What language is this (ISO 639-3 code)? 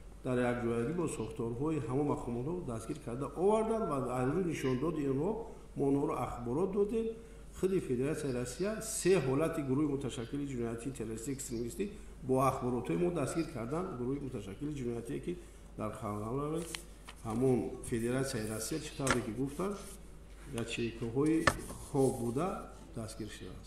tgk